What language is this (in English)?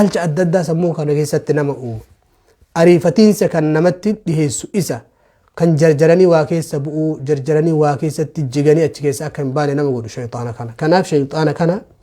Oromo